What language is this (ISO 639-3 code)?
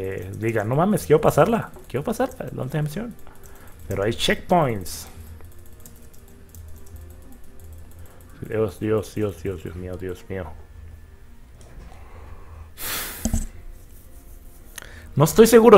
spa